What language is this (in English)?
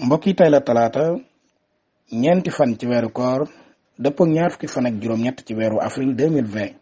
Wolof